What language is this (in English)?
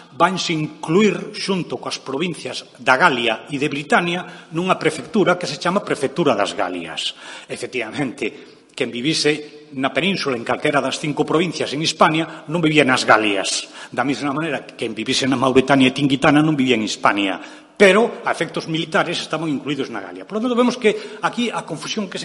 Galician